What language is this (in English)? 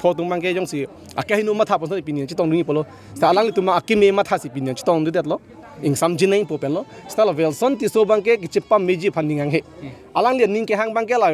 Karbi